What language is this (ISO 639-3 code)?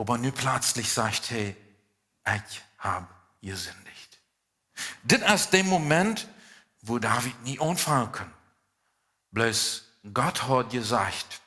pdt